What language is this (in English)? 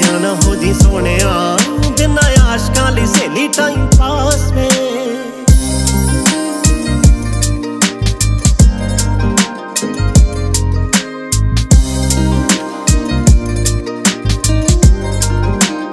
Punjabi